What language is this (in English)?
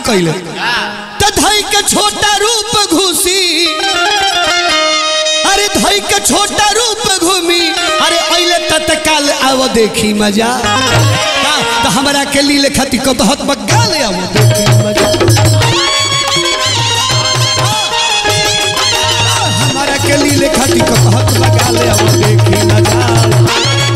Bhojpuri